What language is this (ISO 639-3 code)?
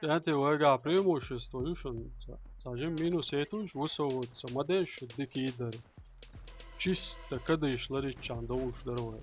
che